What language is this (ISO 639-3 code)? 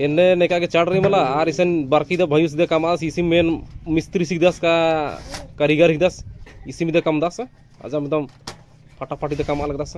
kru